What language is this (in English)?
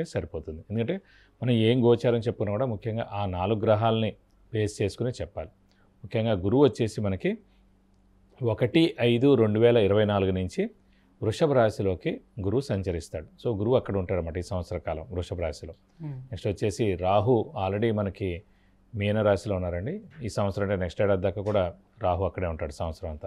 Telugu